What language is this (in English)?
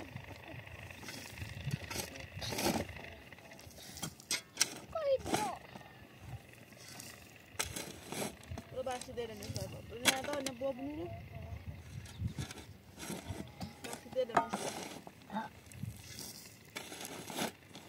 Persian